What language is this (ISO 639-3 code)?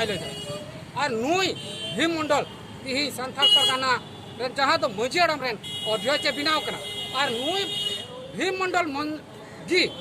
sat